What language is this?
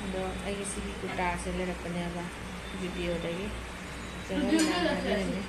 Manipuri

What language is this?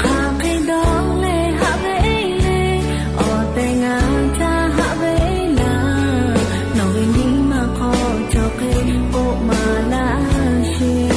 Lahu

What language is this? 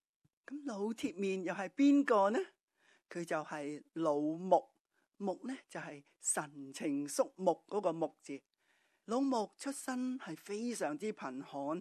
Cantonese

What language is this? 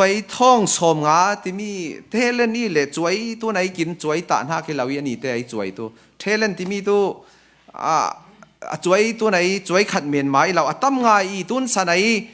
Falam Chin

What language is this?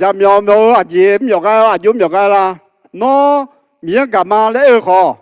Akha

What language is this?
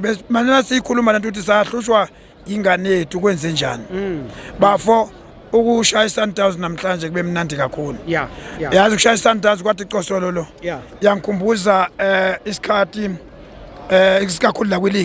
Zulu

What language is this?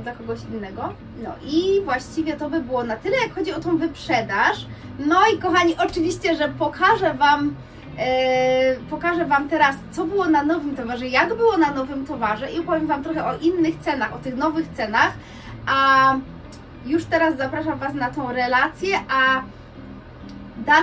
Polish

